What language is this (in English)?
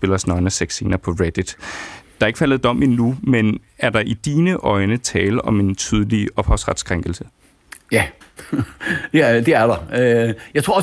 Danish